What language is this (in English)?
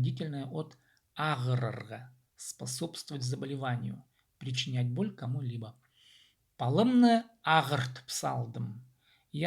Khakas